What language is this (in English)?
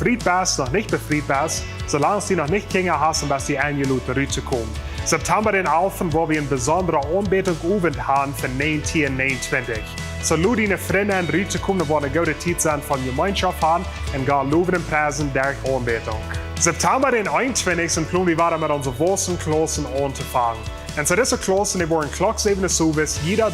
Plautdietsch